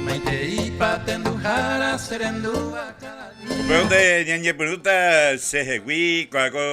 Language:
Guarani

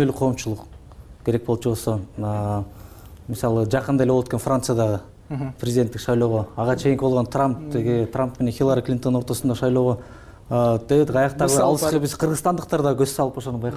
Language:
Kyrgyz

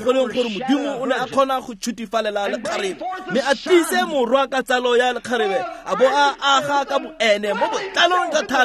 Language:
Tswana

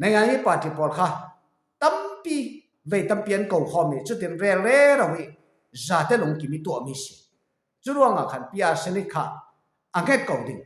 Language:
Falam Chin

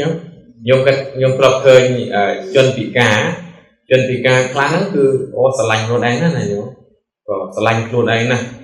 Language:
Khmer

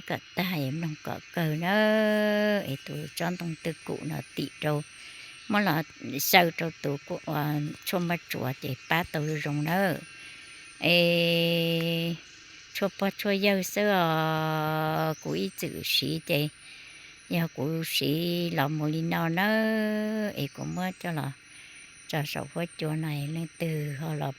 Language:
Hmong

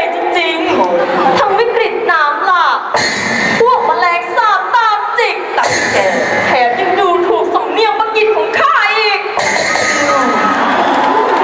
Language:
Thai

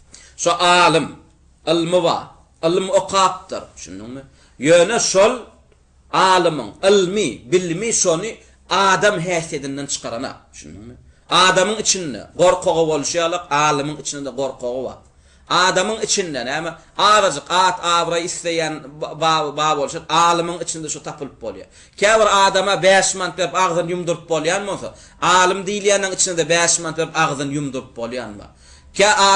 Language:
Turkmen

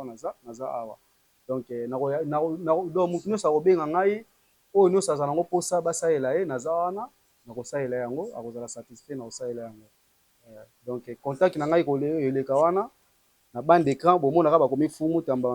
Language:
Lingala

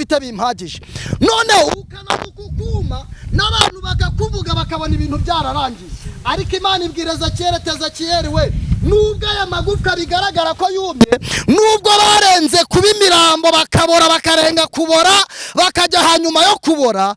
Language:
Kinyarwanda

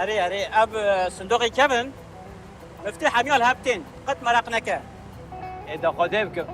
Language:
Kurdish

